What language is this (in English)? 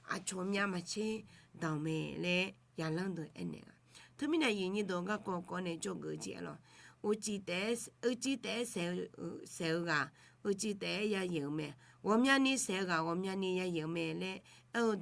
Akha